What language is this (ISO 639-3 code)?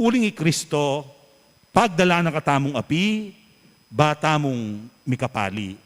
pam